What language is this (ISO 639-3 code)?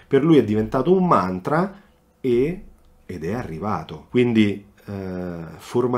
ita